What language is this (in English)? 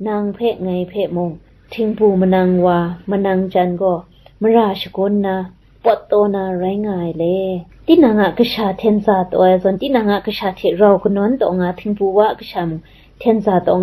Kachin